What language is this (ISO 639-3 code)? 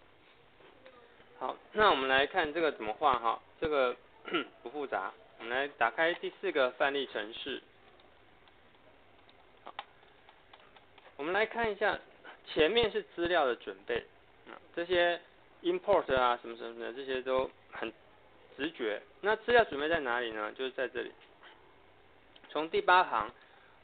zho